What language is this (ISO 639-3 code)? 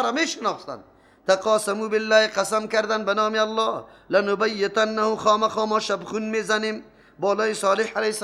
fas